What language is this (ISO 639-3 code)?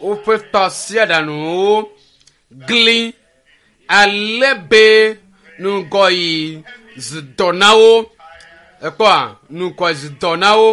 ewe